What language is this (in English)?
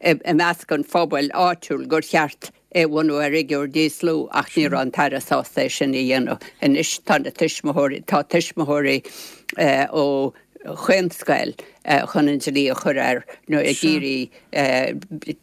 Irish